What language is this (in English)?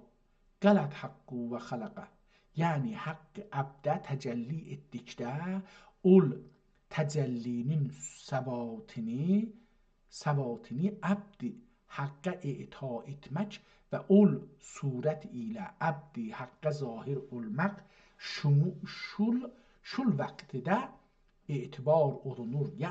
South Azerbaijani